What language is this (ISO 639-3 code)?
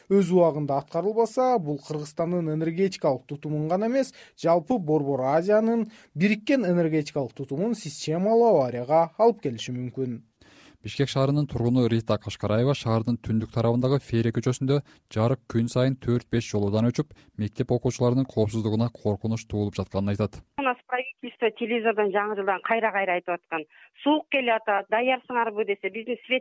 kir